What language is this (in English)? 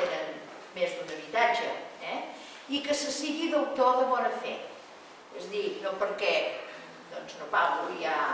Catalan